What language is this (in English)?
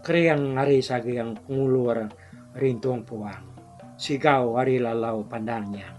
Iban